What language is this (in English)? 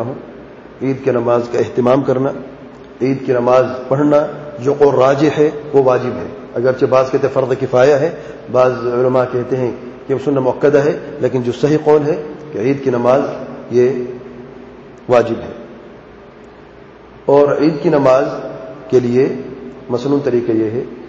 Urdu